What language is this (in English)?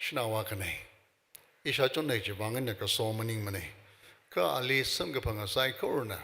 Tangkhul Naga (India)